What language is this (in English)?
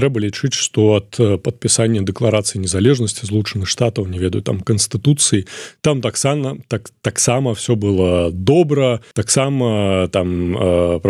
Belarusian